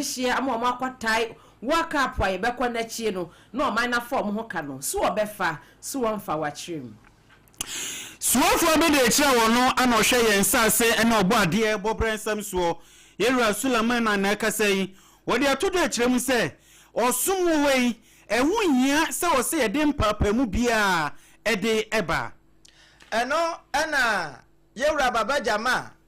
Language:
Akan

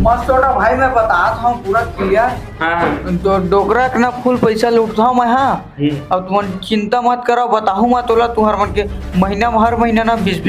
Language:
Chhattisgarhi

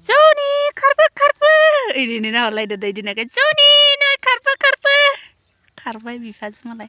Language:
Bodo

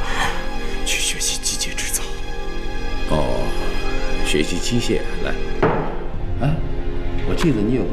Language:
Chinese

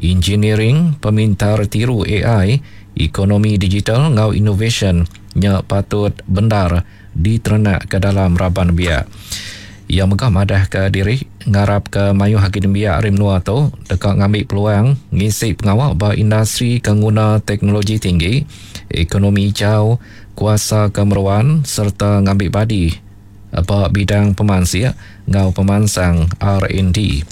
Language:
Iban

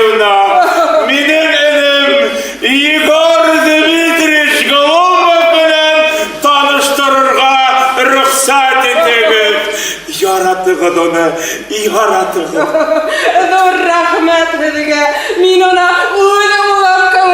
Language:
Bashkir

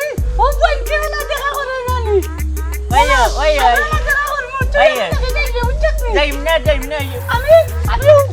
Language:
Sylheti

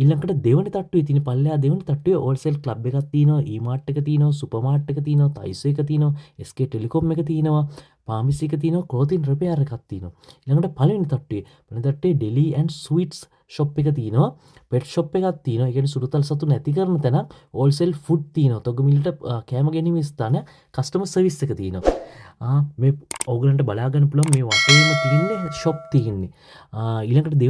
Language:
Sinhala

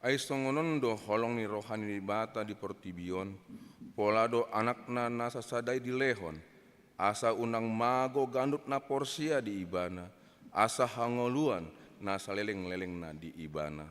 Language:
Batak Toba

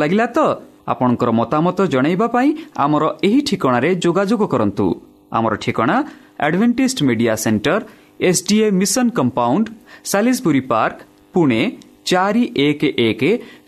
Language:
Odia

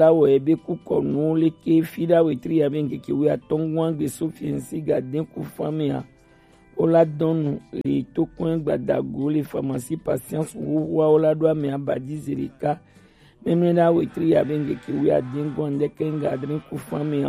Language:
Gen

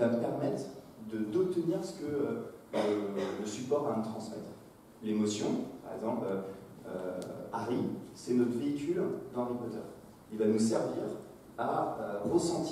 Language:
French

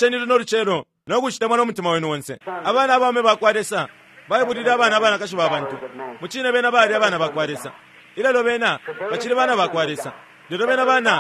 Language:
Bemba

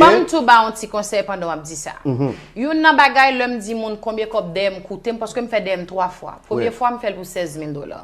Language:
Haitian Creole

